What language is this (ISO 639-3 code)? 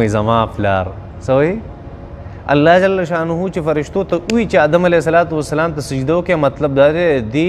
pus